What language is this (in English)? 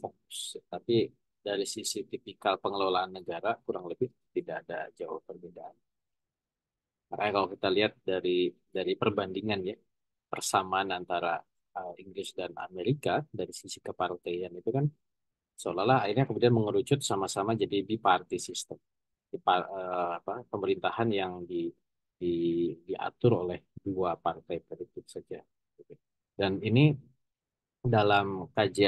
Indonesian